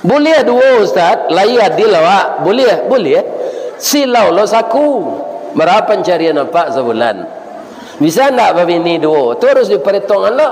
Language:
Minangkabau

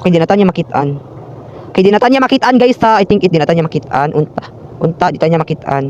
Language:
Cebuano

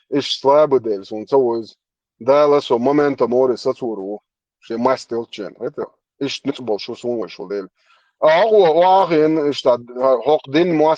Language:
Chechen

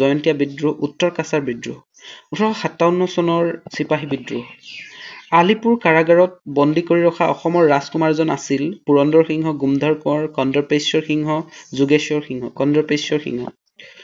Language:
Assamese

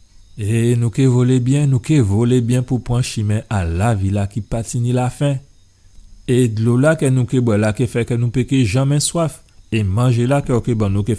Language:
Guadeloupean Creole French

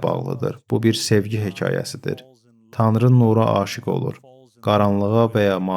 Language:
Azerbaijani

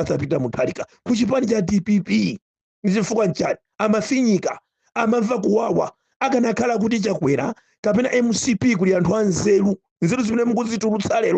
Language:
Nyanja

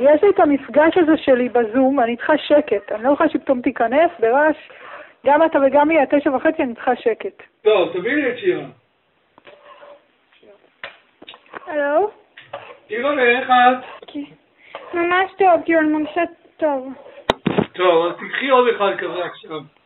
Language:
Hebrew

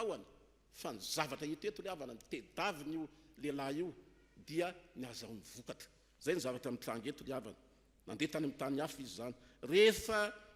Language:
Malagasy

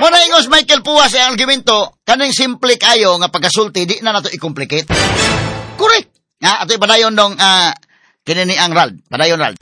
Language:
Cebuano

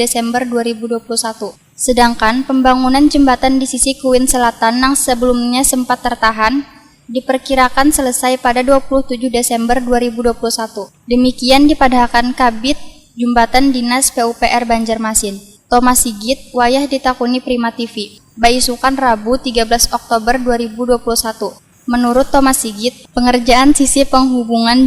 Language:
Banjar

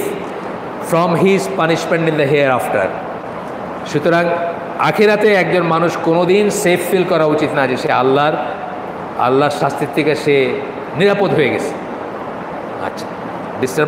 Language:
Bangla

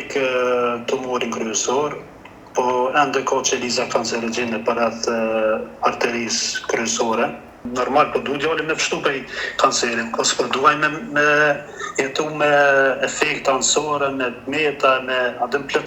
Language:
Albanian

